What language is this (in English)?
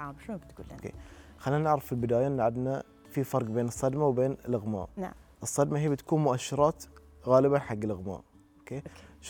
Gulf Arabic